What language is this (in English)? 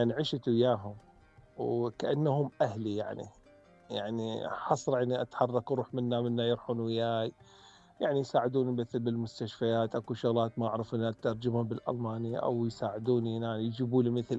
Mesopotamian Arabic